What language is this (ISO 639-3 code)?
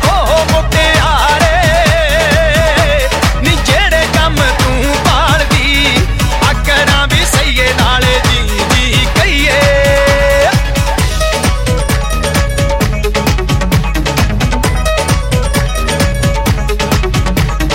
pan